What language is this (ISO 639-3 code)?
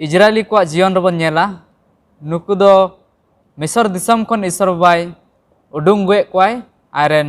sat